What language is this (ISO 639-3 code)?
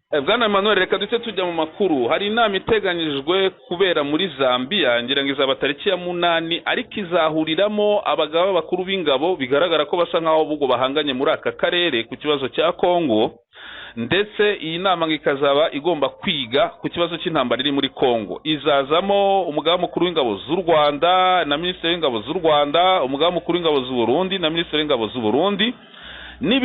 kin